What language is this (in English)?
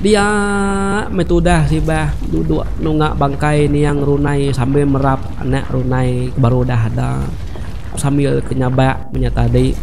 Iban